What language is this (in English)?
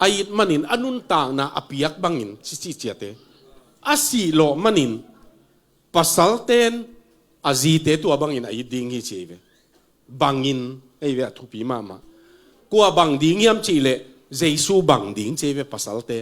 Tedim Chin